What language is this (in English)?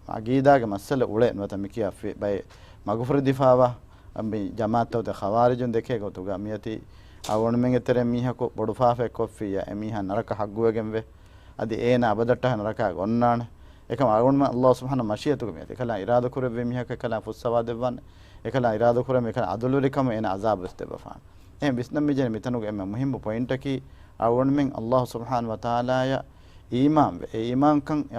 Divehi